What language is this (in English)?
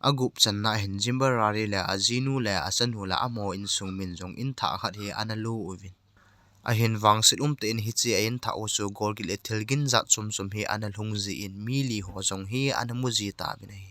Thado Chin